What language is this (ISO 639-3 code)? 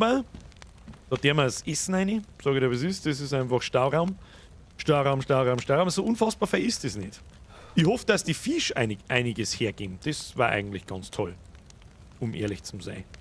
bar